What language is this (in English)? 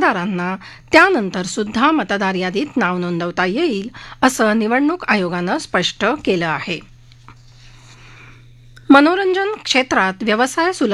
Marathi